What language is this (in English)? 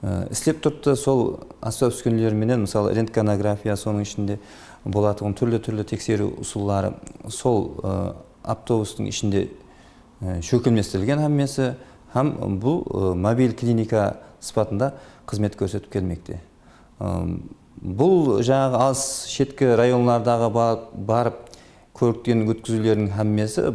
Kara-Kalpak